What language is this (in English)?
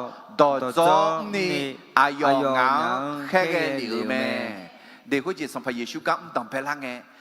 Akha